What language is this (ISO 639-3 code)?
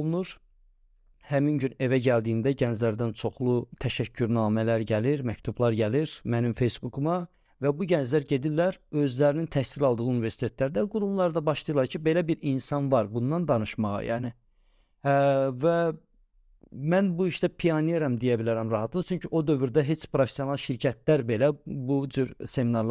aze